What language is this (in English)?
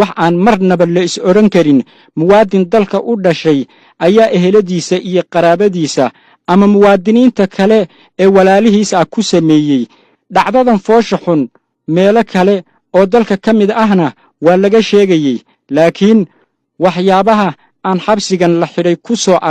Somali